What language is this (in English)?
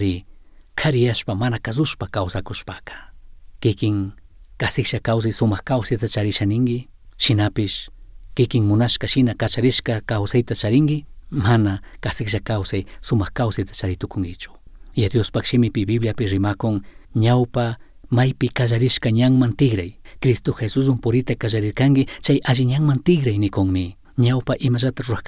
Chimborazo Highland Quichua